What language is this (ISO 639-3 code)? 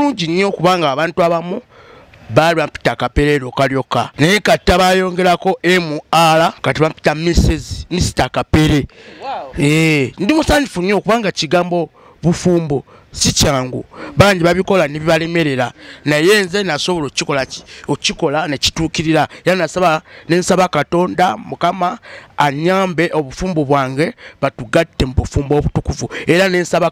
lug